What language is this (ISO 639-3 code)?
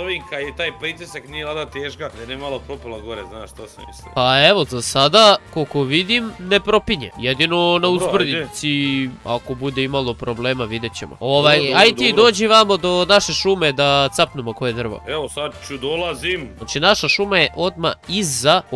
hrv